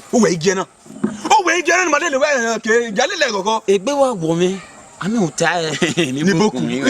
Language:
Bini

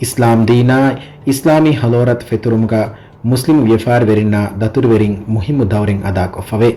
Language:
Divehi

